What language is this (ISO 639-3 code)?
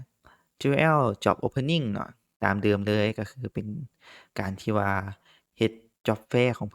lao